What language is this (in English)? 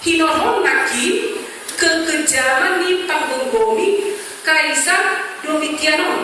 Batak Toba